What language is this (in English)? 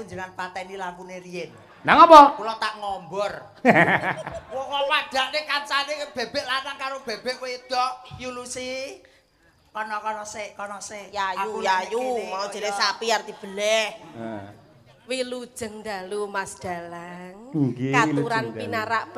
Javanese